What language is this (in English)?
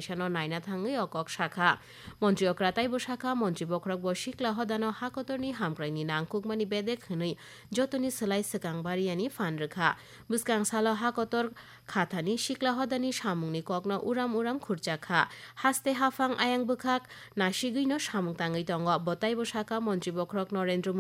Kok Borok